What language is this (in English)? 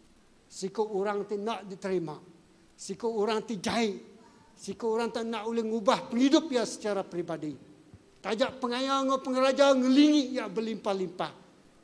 Iban